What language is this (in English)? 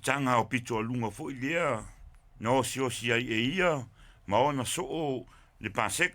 Samoan